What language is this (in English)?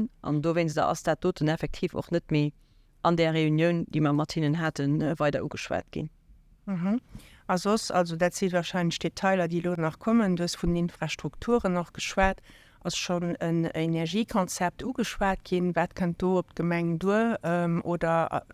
Luxembourgish